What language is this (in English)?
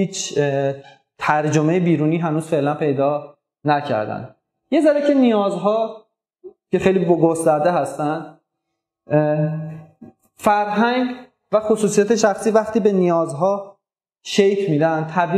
Persian